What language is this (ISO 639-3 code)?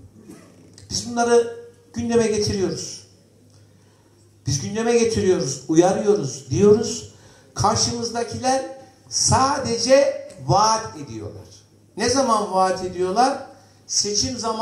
tur